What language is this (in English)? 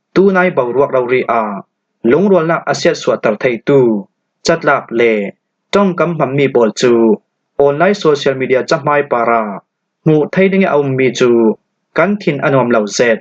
Falam Chin